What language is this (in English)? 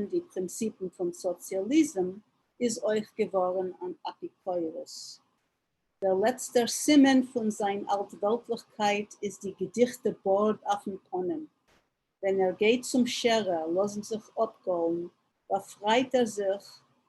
Yiddish